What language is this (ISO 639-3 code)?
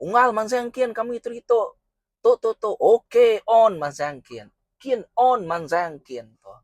iba